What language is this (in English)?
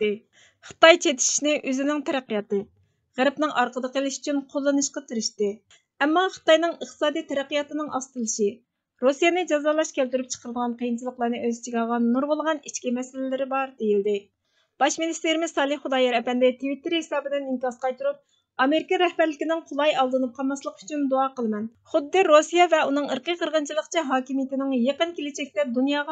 Uyghur